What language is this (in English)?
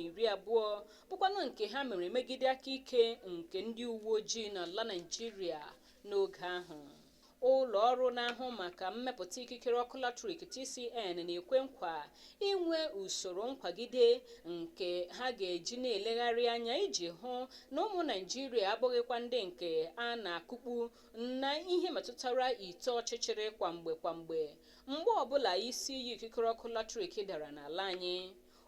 Igbo